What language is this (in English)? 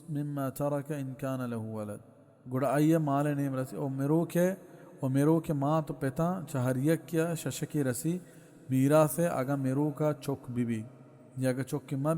Baluchi